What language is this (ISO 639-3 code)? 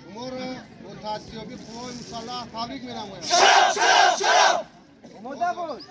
tgk